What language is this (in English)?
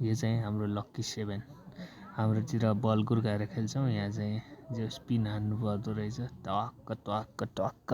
Nepali